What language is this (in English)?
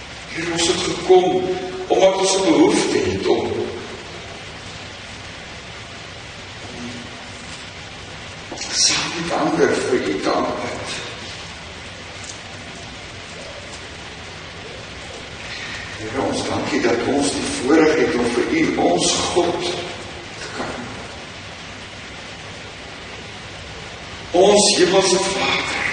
Afrikaans